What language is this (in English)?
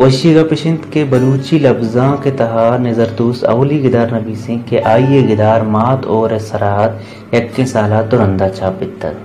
Baluchi